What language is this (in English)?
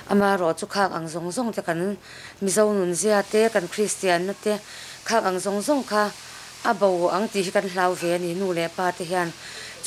Mizo